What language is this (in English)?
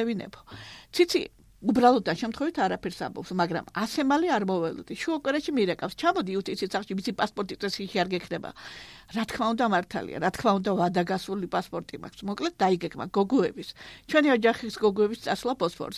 Georgian